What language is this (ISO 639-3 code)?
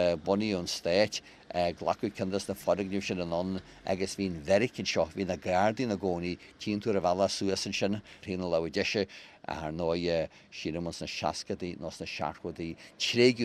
gle